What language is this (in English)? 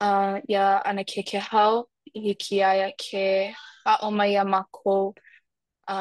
Hawaiian